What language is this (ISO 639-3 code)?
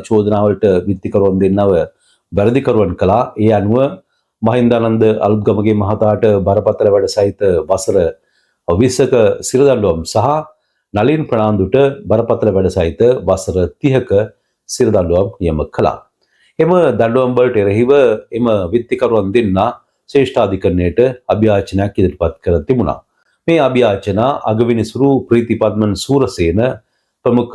sin